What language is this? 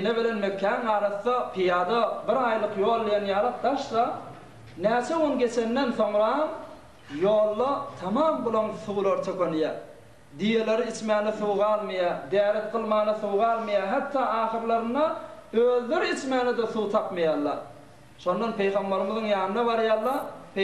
Turkmen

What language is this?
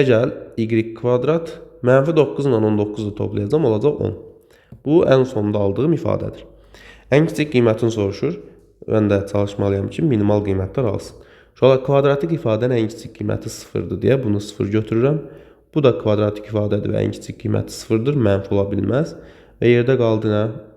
Azerbaijani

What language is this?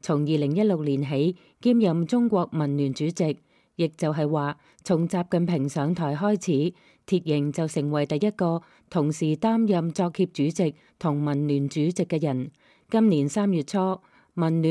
Cantonese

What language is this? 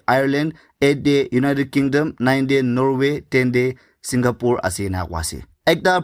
Naga Pidgin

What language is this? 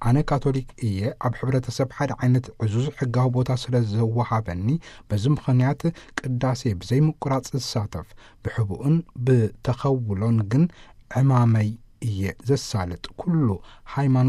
Tigrinya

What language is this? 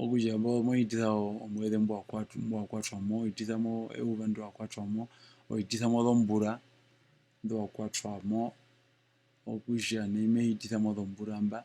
Herero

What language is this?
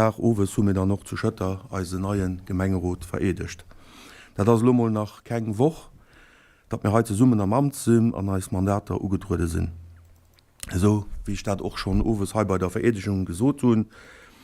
Luxembourgish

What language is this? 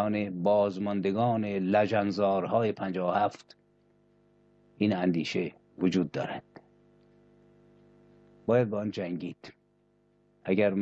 Persian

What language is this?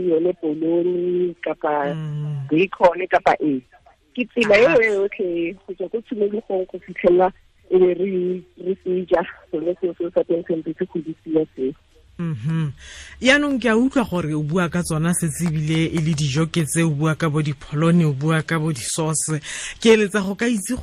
Tswana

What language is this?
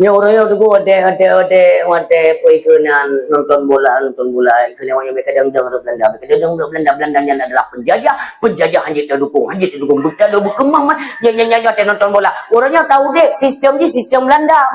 Achinese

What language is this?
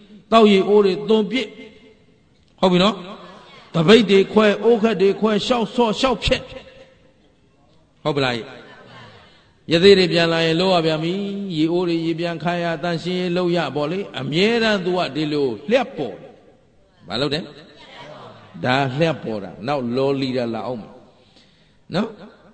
Burmese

